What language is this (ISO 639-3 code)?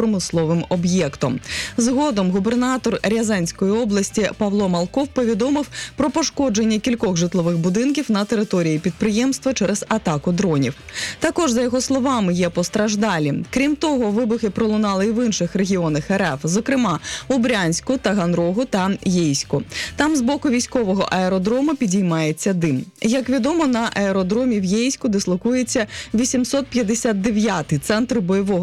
ukr